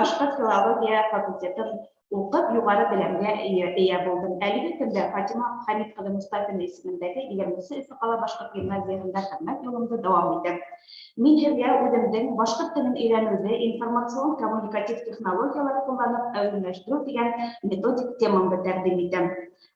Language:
Bashkir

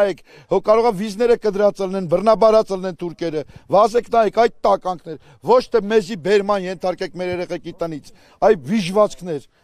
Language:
Armenian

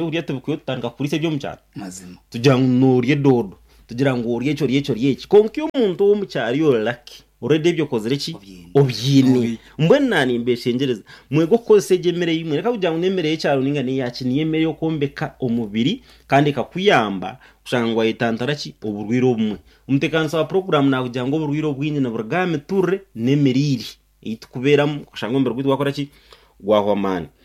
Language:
Nyankole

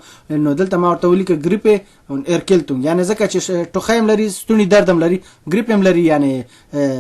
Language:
Pashto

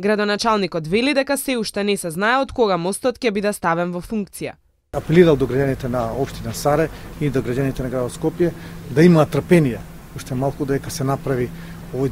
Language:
Macedonian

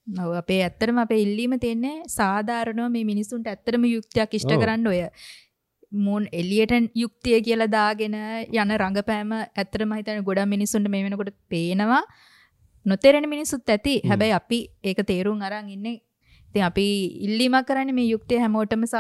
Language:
Sinhala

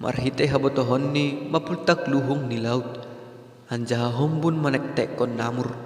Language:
Batak Simalungun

